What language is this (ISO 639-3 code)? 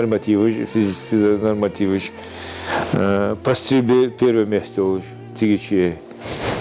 inh